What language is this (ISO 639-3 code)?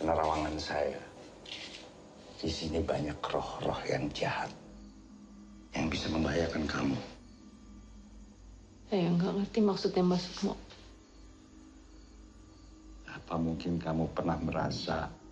ind